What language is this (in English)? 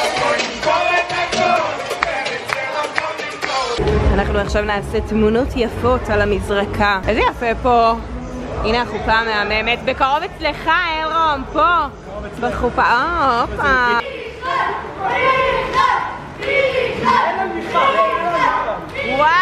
Hebrew